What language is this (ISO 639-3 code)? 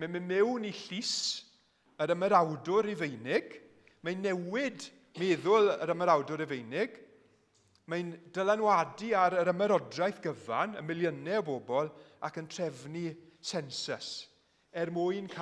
cym